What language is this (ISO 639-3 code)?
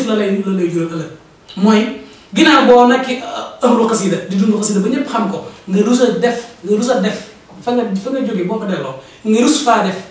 wol